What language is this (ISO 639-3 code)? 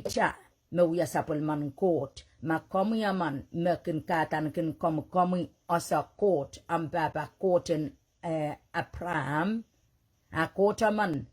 pon